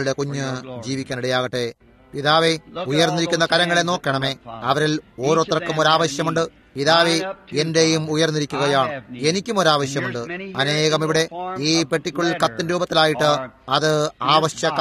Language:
Malayalam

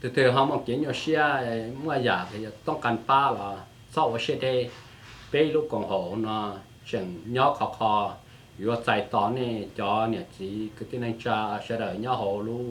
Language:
Hmong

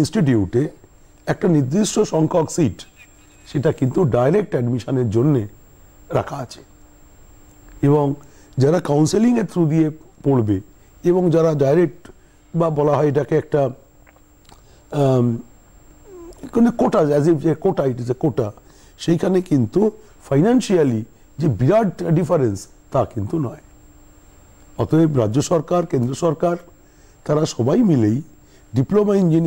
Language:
Bangla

